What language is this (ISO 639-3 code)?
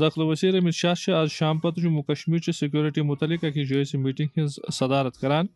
kas